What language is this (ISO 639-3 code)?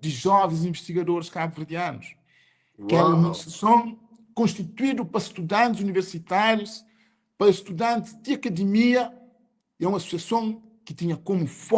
kea